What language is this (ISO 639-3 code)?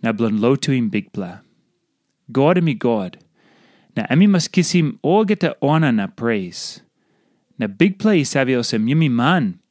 tpi